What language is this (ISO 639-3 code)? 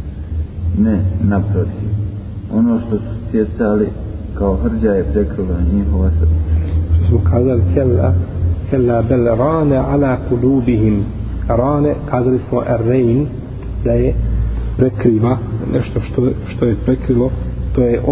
bos